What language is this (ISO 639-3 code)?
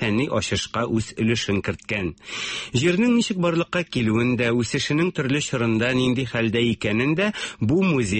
tat